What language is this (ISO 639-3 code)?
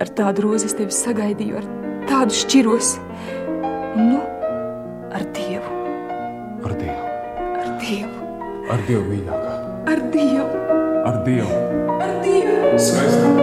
lav